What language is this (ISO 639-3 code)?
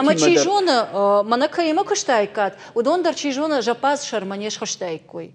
oss